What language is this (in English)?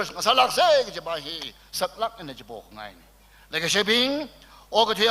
Tangkhul Naga (India)